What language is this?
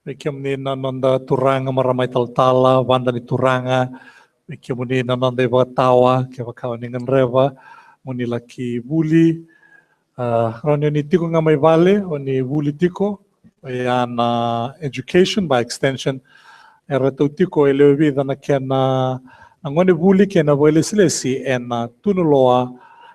Fijian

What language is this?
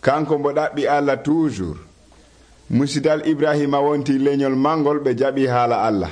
Nigerian Fulfulde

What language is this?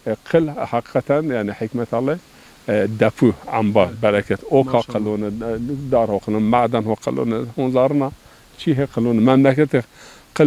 Zaza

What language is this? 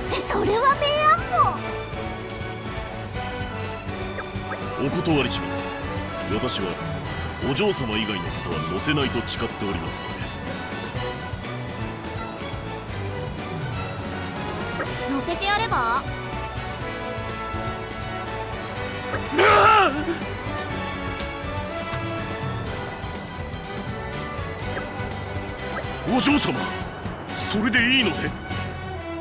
Japanese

